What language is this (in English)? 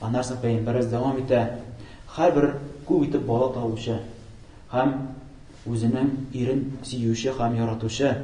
Tatar